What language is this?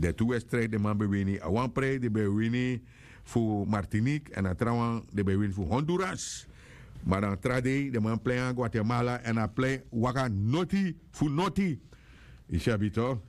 Sranan Tongo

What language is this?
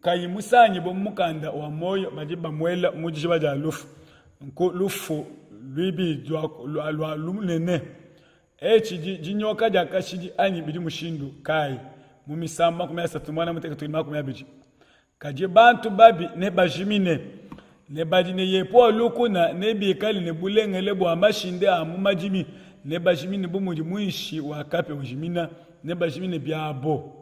Luba-Lulua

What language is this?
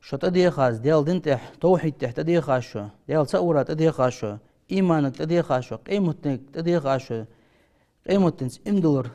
Ingush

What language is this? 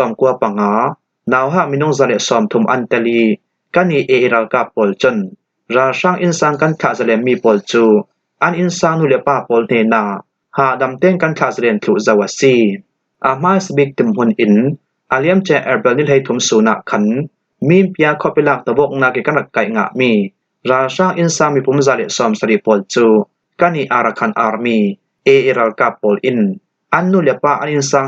Falam Chin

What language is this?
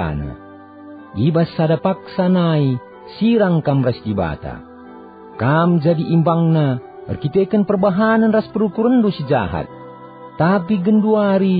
Batak Karo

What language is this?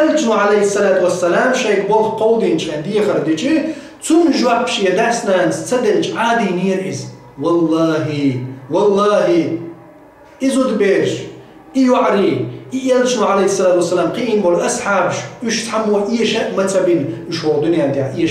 Chechen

